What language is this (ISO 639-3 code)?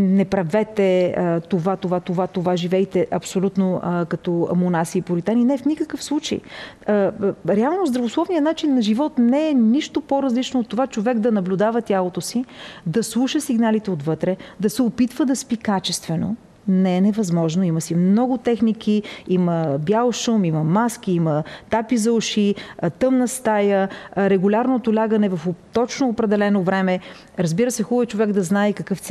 bul